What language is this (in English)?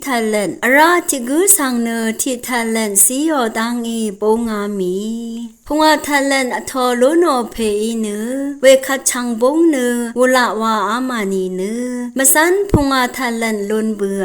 Rawang